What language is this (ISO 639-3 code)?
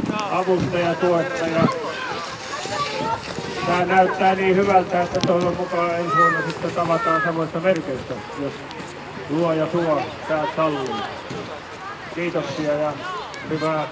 fin